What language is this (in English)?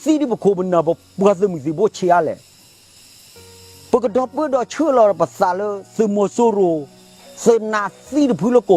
S'gaw Karen